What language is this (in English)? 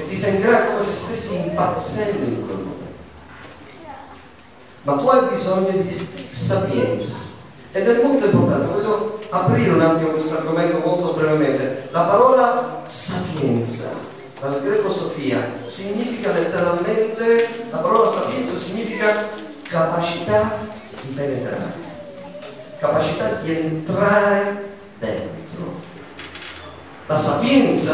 Italian